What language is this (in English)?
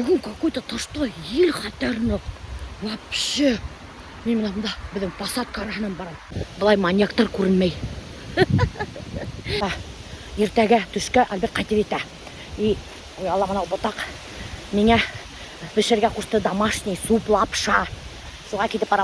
Bashkir